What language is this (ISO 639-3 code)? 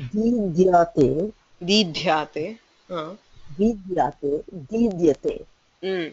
san